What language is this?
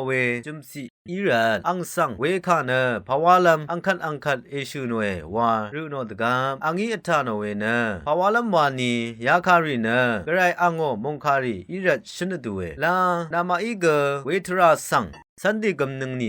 Rawang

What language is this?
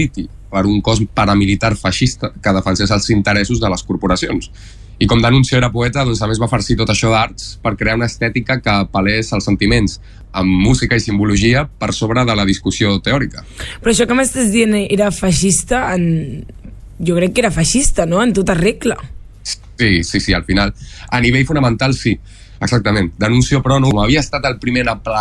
Catalan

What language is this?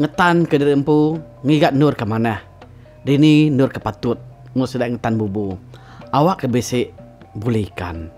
Iban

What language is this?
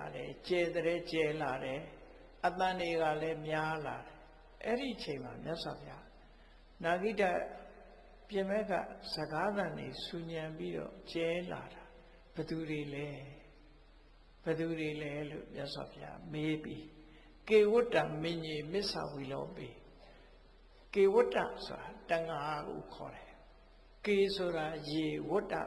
Burmese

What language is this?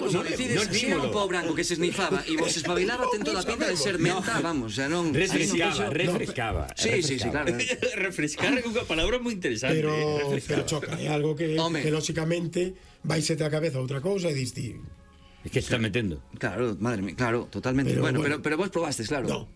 Galician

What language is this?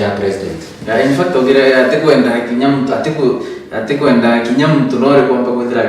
Meru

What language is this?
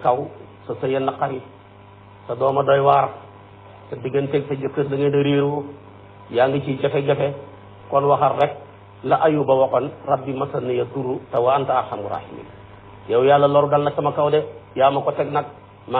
Wolof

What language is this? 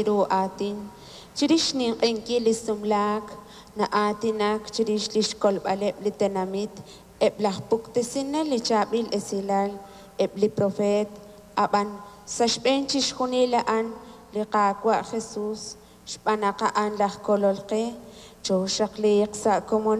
Kekchí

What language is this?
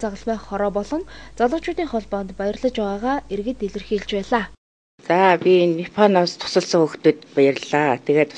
Mongolian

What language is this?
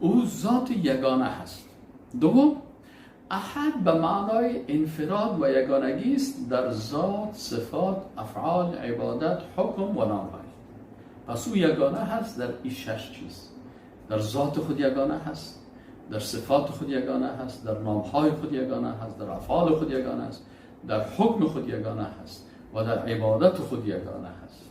Persian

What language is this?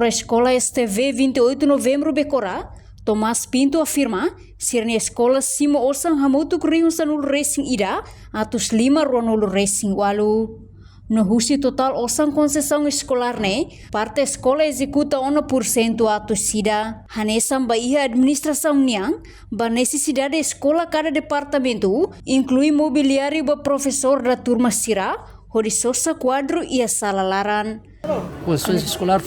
Tetum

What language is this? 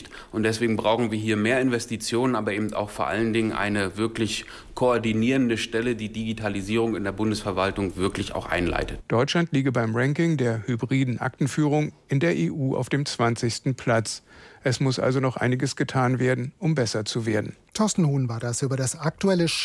German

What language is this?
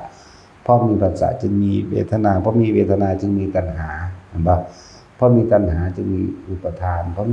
Northeastern Thai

